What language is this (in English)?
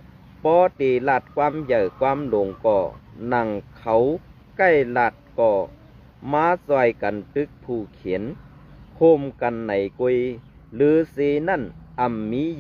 Shan